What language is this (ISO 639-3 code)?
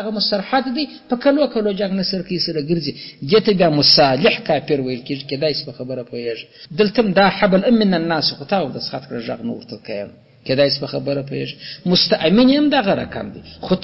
pus